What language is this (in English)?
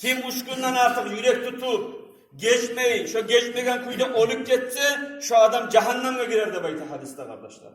Kumyk